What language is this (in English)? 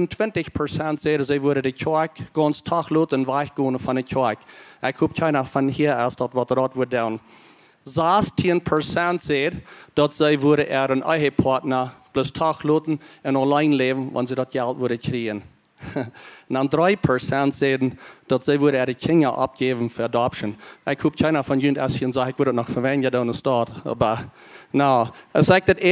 Plautdietsch